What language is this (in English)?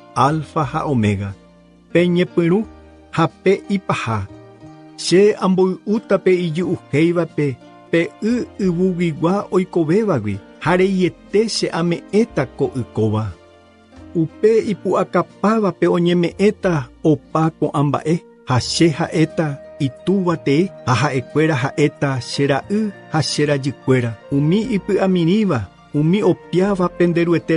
Guarani